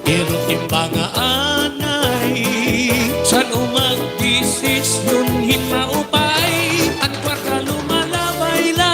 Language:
Waray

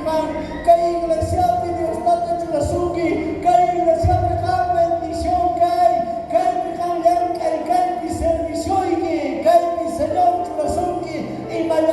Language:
South Bolivian Quechua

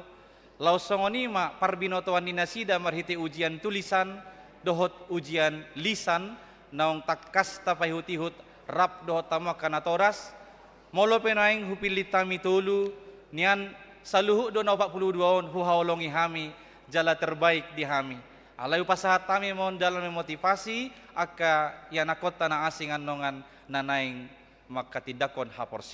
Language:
Batak Toba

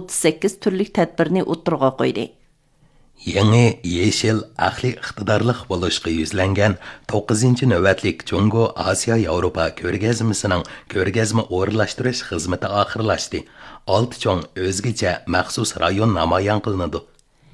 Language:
Uyghur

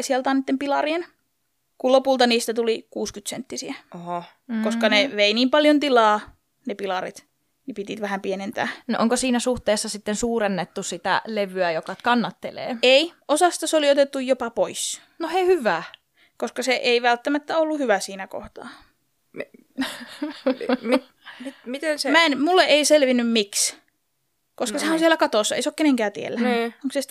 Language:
Finnish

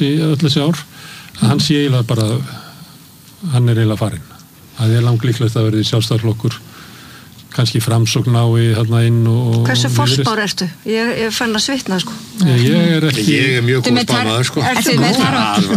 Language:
Icelandic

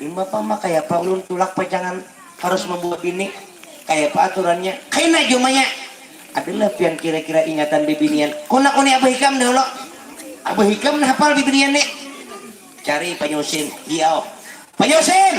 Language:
Banjar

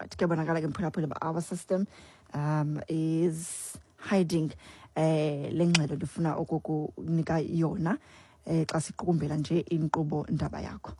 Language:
Xhosa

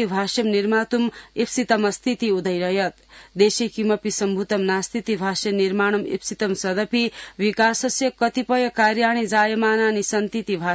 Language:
Sanskrit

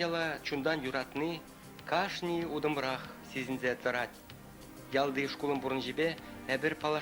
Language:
Chuvash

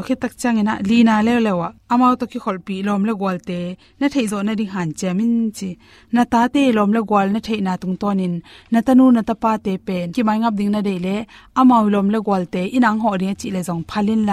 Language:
Tedim Chin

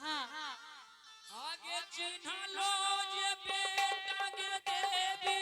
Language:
Angika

